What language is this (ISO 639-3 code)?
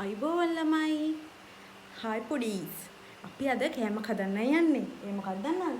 sin